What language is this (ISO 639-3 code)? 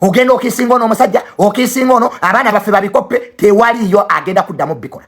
lug